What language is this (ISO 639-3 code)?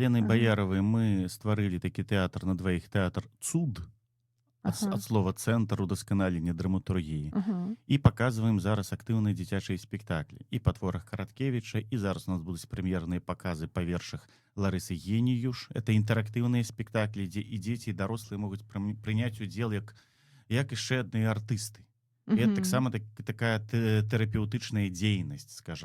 bel